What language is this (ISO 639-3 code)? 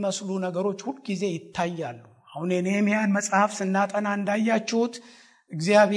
amh